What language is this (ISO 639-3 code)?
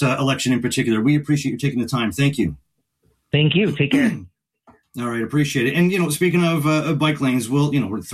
eng